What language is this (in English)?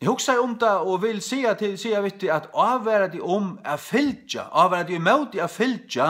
Faroese